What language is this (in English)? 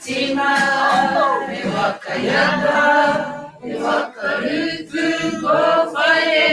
Māori